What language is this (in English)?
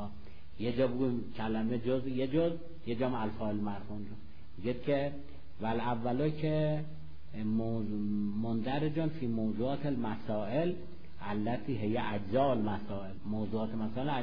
Persian